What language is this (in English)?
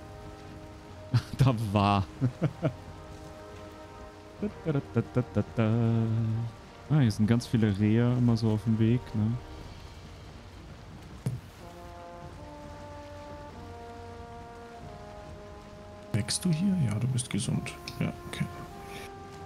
German